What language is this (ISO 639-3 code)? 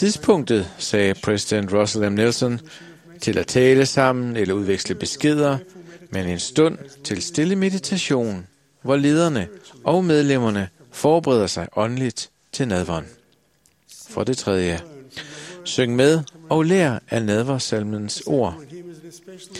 dan